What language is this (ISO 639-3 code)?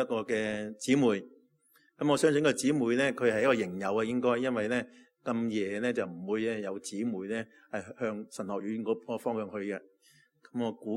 yue